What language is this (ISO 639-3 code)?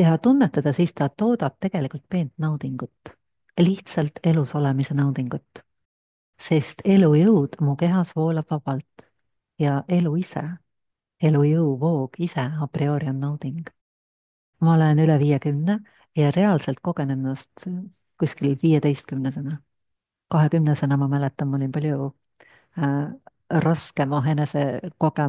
est